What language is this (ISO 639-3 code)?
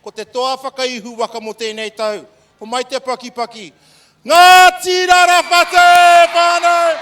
mri